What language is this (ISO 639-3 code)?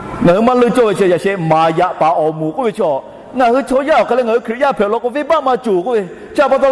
lhu